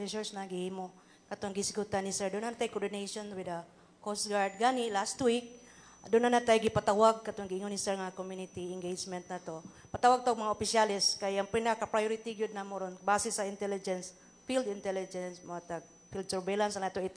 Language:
Cebuano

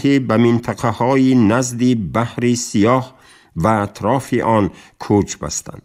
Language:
Tajik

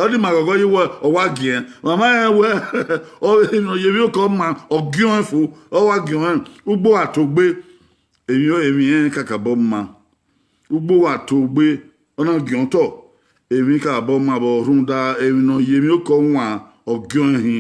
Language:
Bini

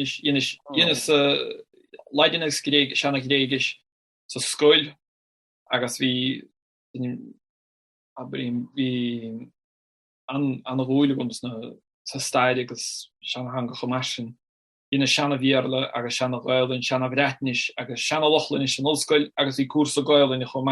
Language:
Irish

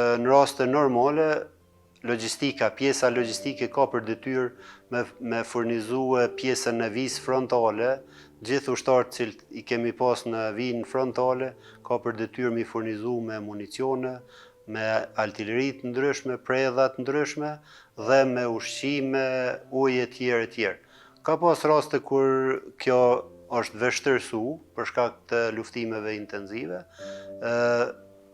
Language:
Albanian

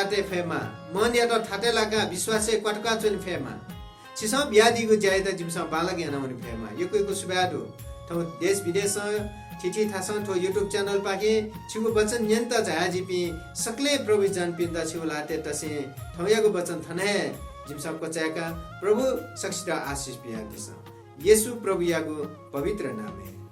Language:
Newari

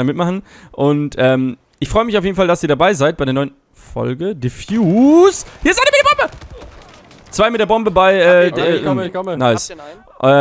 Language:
German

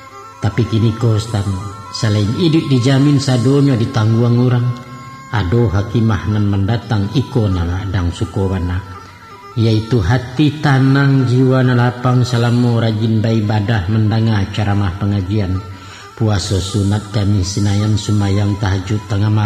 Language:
Minangkabau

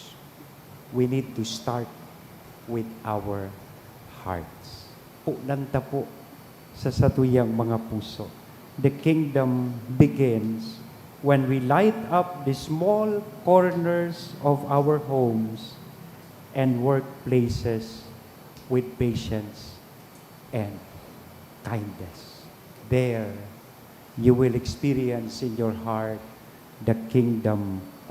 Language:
Bikol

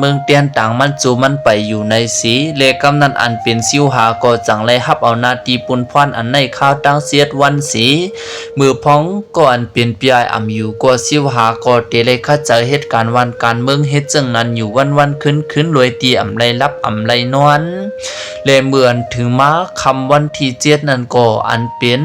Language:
Lao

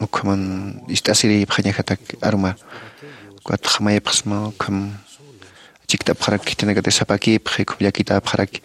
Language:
Aymara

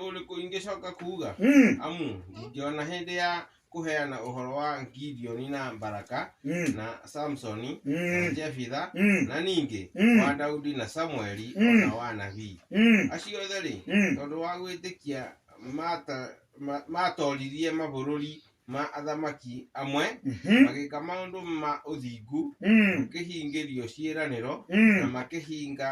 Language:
Kikuyu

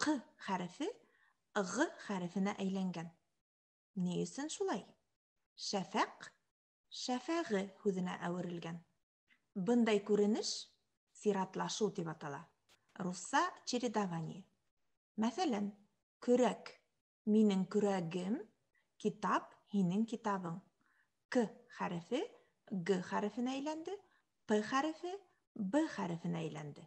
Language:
Bashkir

